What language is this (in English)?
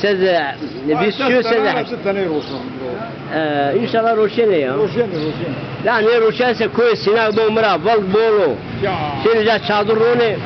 Zaza